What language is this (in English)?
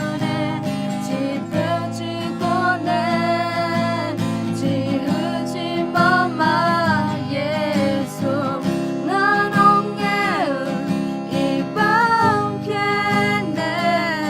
Akha